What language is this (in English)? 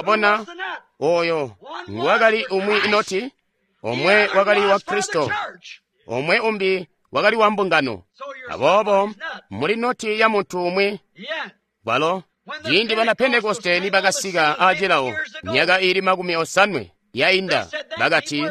Tonga (Zambia)